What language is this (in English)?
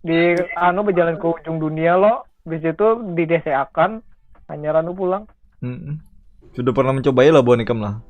Banjar